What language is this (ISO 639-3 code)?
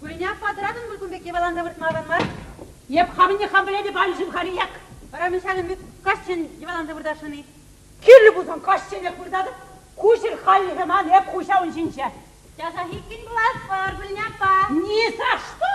chv